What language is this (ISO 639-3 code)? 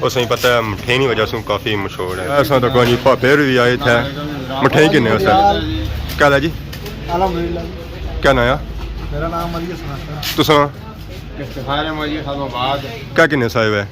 phr